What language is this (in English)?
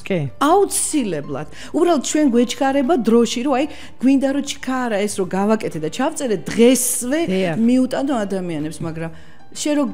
Georgian